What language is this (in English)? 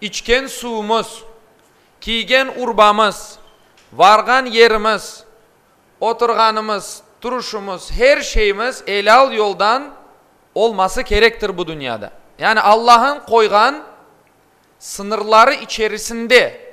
Crimean Tatar